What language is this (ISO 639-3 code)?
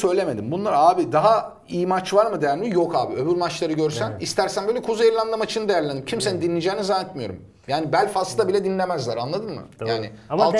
tur